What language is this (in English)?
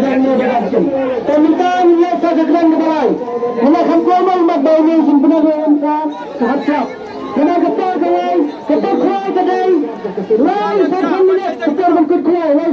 Khasi